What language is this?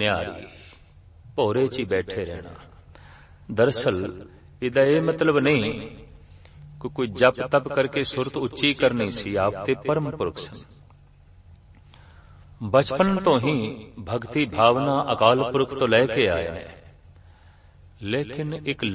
Punjabi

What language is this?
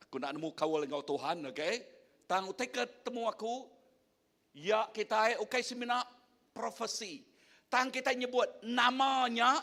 Iban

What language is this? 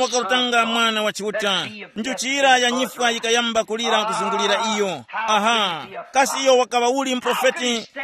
Tumbuka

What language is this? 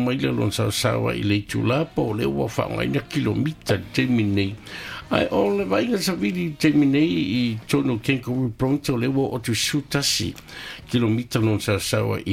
Samoan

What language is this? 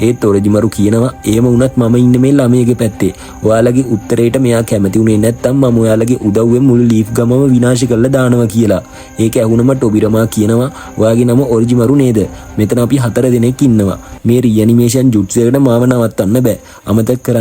Sinhala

